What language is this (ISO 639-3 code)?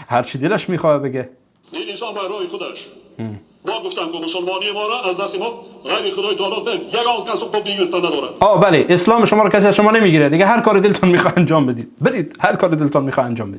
tgk